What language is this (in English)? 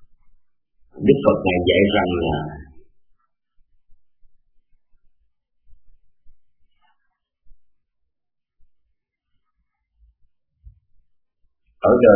Vietnamese